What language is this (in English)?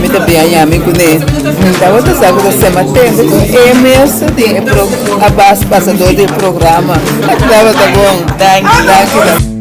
Papiamento